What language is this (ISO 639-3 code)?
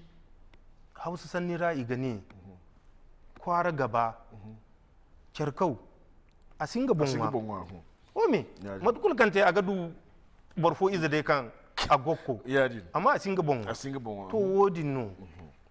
dje